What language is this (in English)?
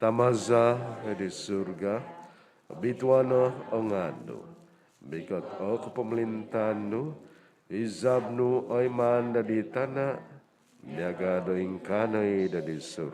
Central Dusun